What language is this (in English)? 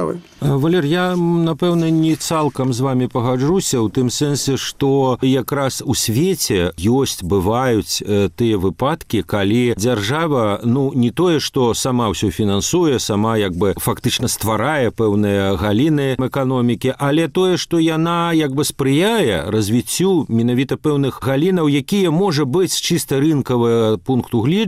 Belarusian